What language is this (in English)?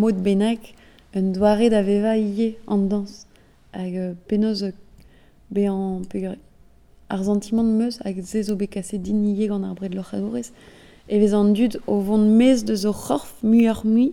Breton